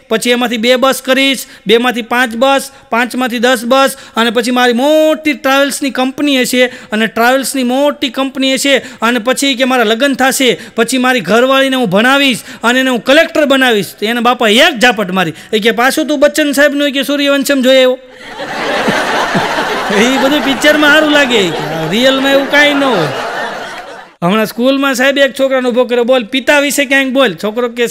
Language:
Gujarati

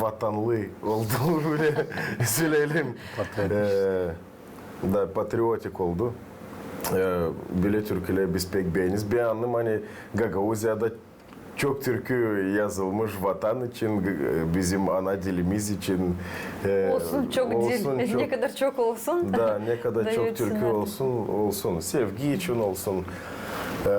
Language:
Gagauz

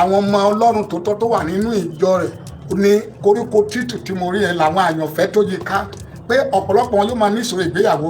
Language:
Yoruba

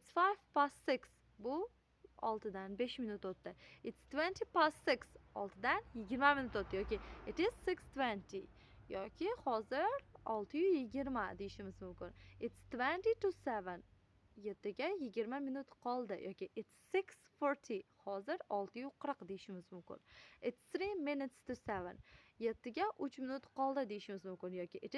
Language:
Uzbek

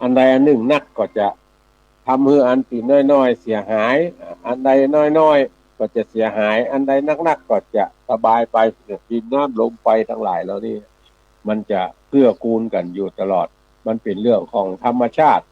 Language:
Northern Thai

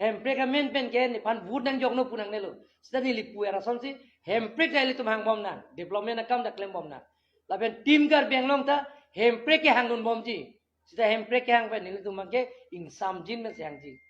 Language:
Karbi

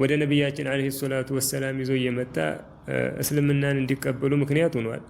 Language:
Amharic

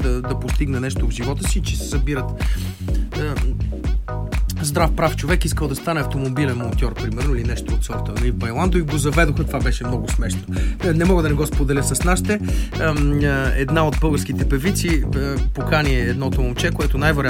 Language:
Bulgarian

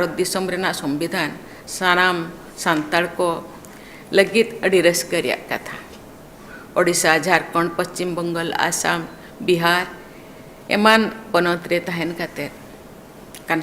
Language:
Santali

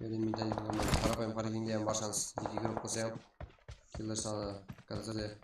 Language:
Kara-Kalpak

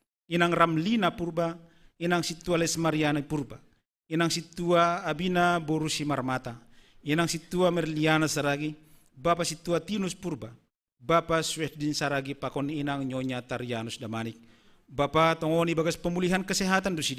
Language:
Batak Simalungun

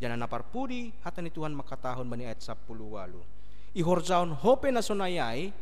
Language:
Batak Simalungun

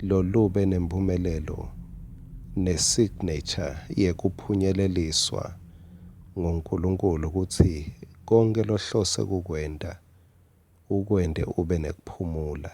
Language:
Swati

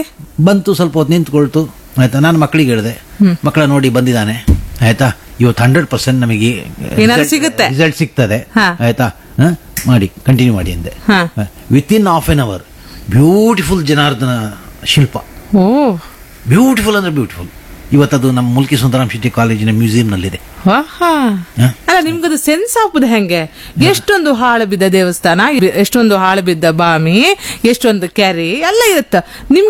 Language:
Kannada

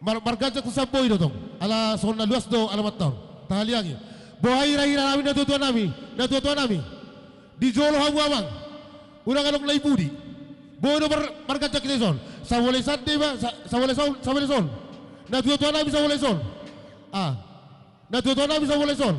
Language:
Batak Toba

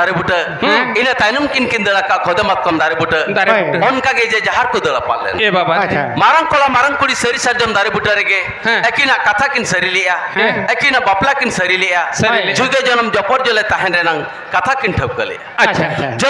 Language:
Santali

